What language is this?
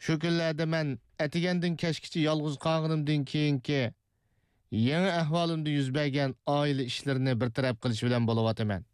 Uyghur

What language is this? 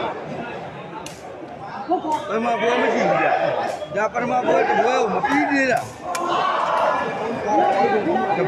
Burmese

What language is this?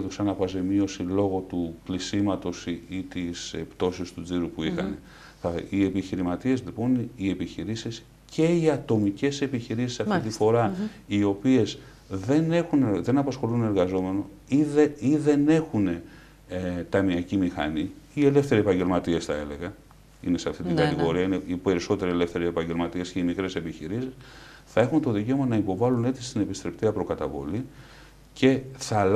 Greek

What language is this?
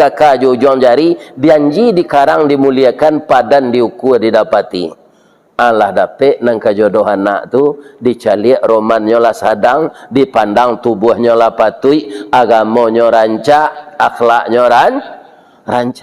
Minangkabau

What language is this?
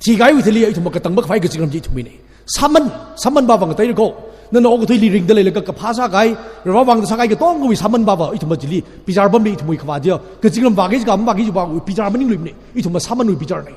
Tangkhul Naga (India)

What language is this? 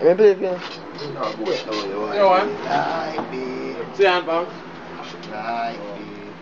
Jamaican Creole English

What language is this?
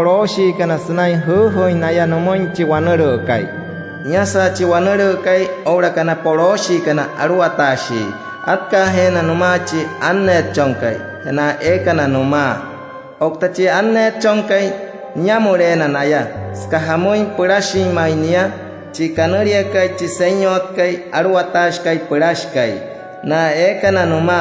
Wayuu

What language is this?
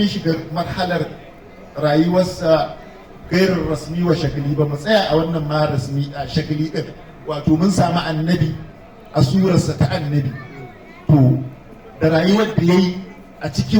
Hausa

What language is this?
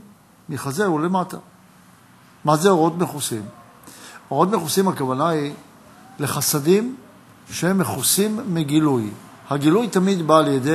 Hebrew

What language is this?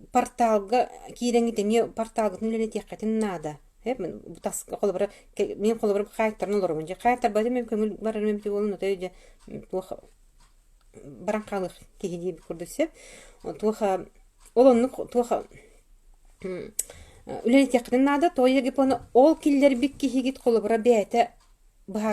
Yakut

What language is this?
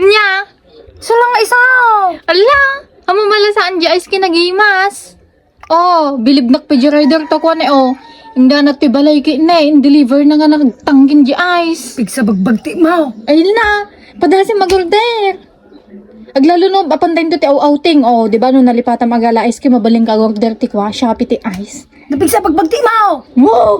Iloko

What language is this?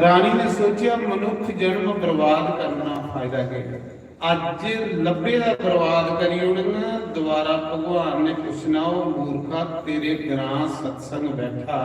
Dogri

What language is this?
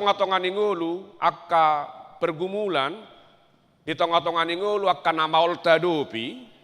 Batak Toba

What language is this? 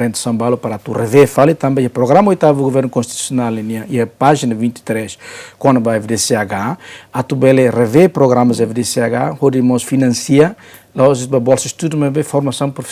Tetum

